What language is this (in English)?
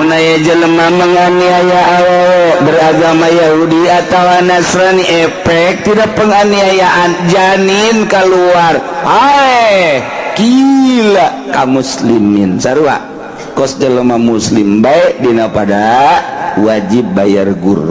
Sundanese